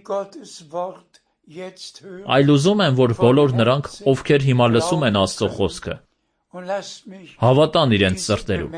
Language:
Armenian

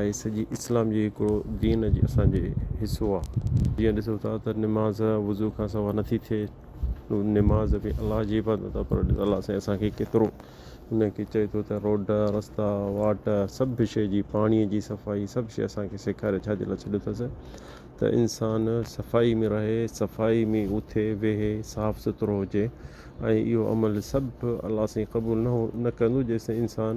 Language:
Sindhi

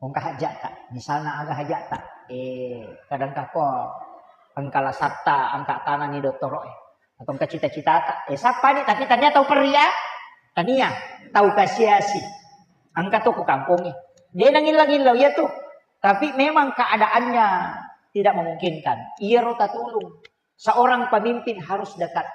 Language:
Buginese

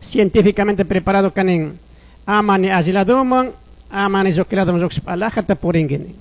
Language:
Chimborazo Highland Quichua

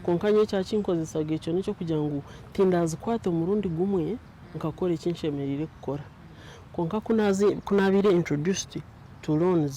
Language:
Nyankole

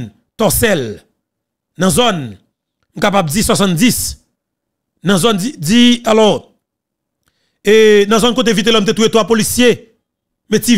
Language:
Haitian Creole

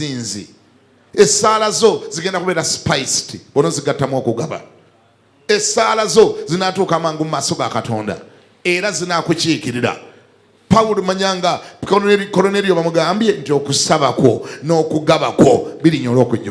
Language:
Ganda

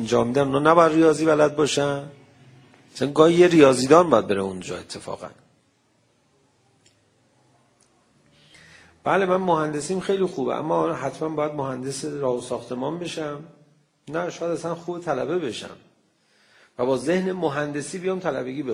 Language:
Persian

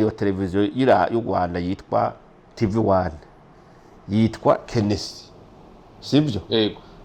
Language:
Rundi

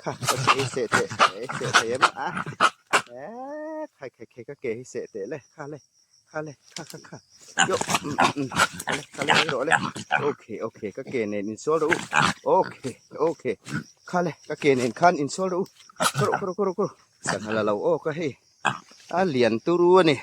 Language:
Hmar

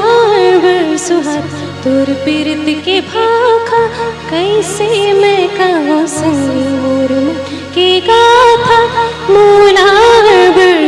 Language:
Chhattisgarhi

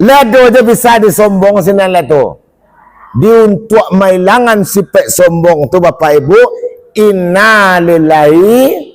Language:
Minangkabau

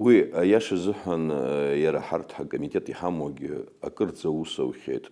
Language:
Abkhazian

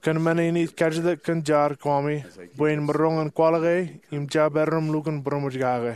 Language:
Marshallese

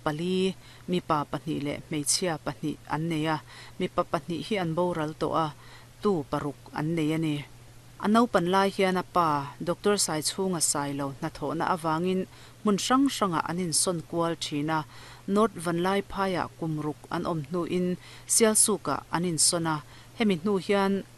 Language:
Mizo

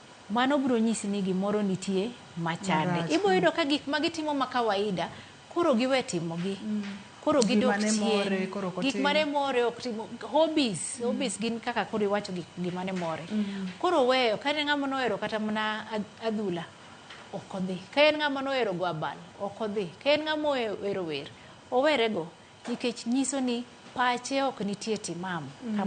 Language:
Luo (Kenya and Tanzania)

